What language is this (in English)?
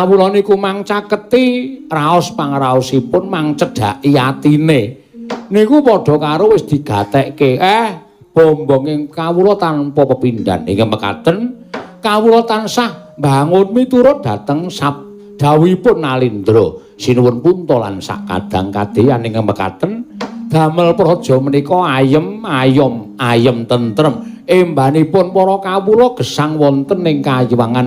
Javanese